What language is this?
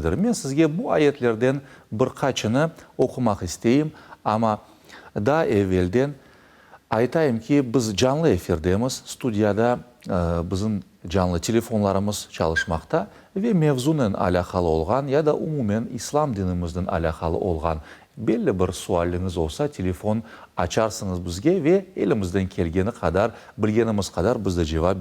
Crimean Tatar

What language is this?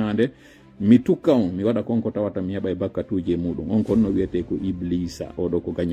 Fula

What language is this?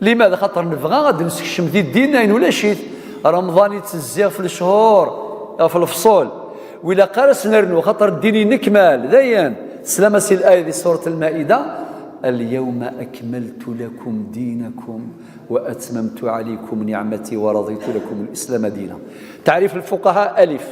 Kabyle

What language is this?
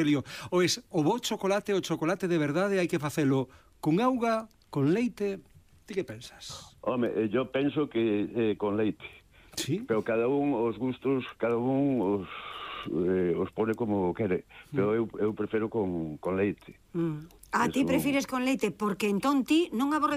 Galician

